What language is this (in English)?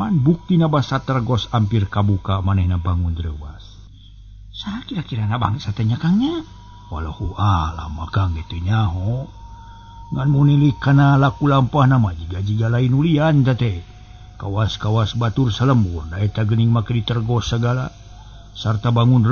Sundanese